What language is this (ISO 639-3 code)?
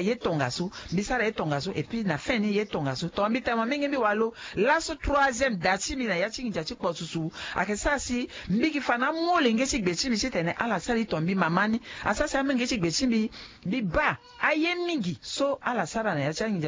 sag